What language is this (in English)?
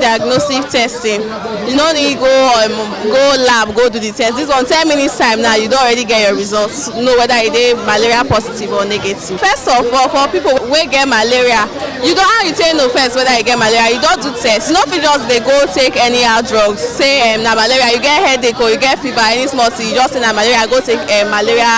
Nigerian Pidgin